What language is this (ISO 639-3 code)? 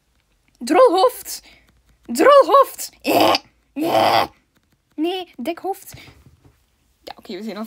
nld